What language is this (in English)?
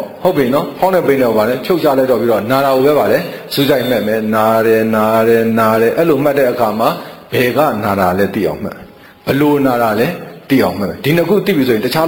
Burmese